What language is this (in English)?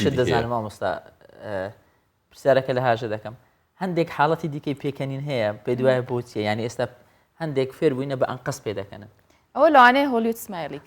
Central Kurdish